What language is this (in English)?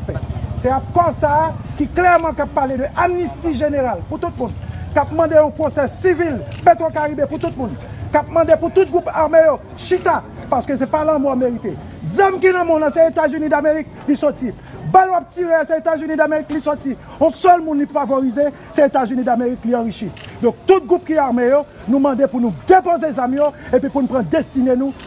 Haitian Creole